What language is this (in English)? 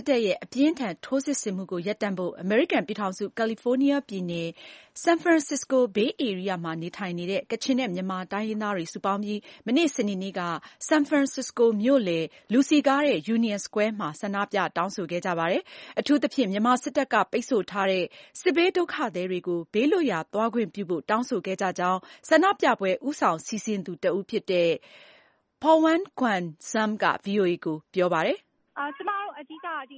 Burmese